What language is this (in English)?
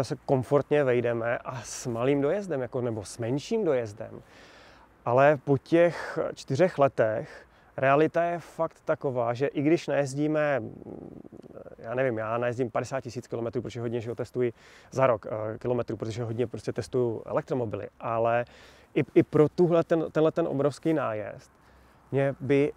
Czech